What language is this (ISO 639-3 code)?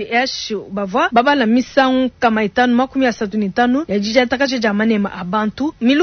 lua